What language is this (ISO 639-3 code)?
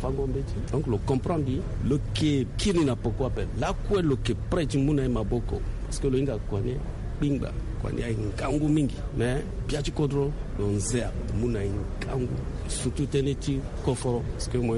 sag